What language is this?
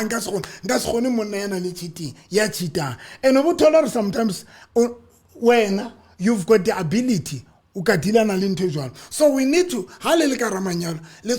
Southern Sotho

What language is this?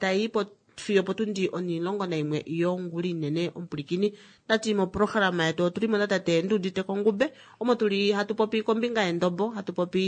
Kuanyama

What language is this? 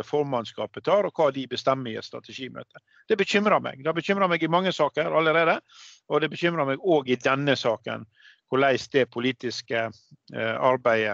Norwegian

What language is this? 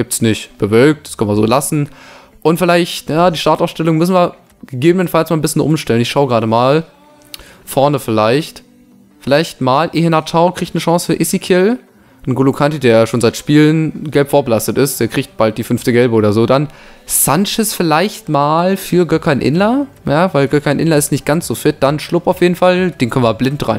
German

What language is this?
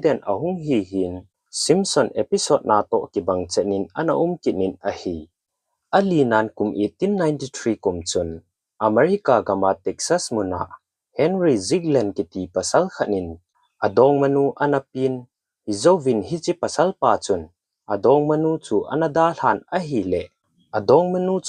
Thado Chin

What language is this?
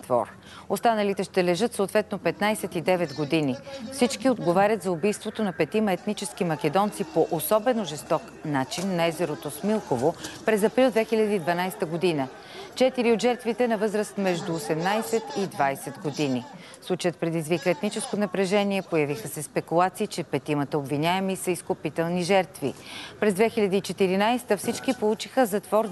Bulgarian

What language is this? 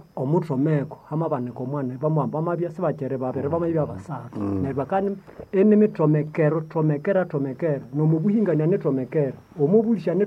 Nande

